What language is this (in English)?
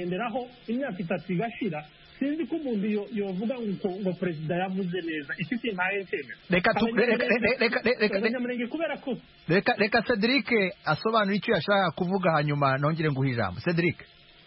Kinyarwanda